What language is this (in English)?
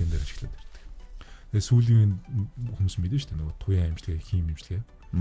Mongolian